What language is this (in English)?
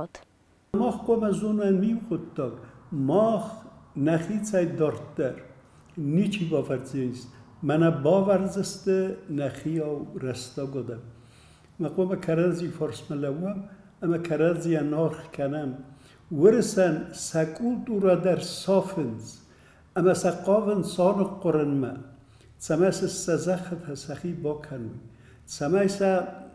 Ossetic